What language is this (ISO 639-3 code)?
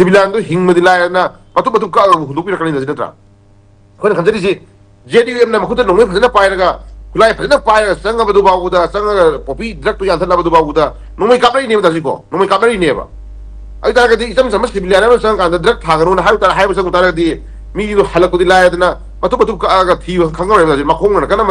mni